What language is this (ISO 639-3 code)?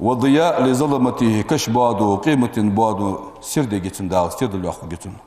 inh